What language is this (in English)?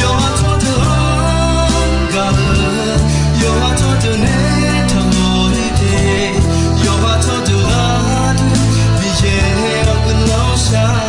Akha